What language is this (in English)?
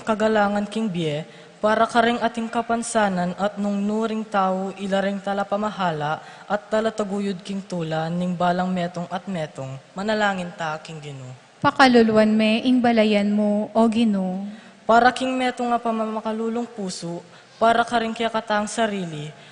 Pampanga